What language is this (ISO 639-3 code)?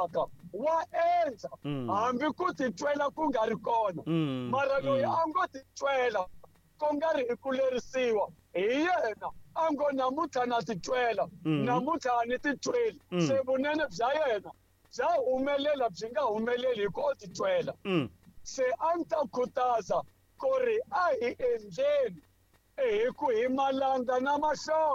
tso